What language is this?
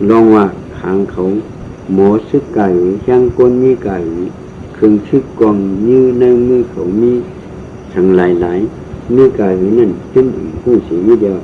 Shan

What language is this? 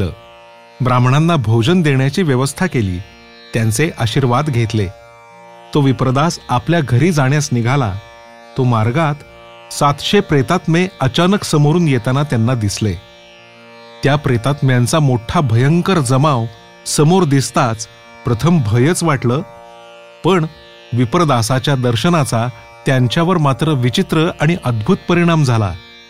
Marathi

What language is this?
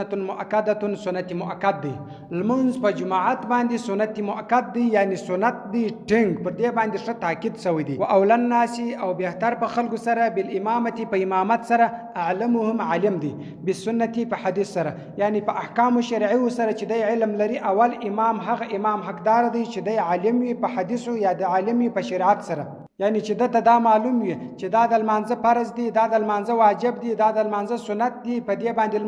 Pashto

